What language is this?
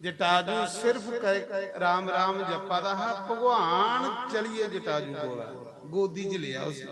Dogri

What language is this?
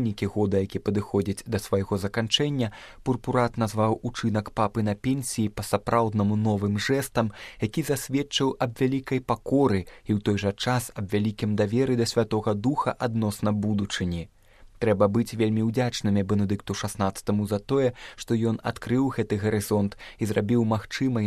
Belarusian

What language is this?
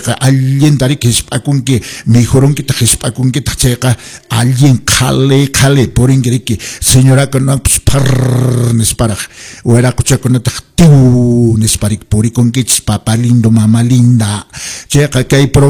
Quechua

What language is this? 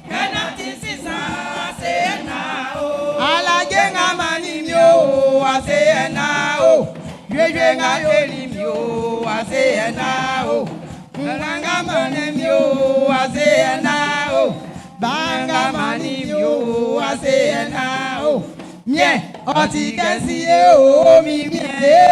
Baoulé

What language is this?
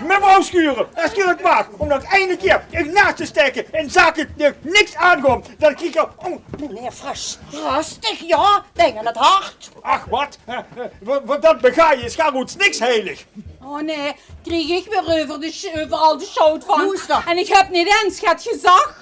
Limburgish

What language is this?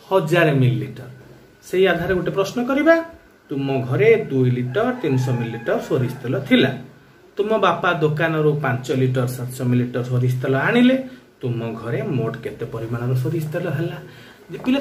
Odia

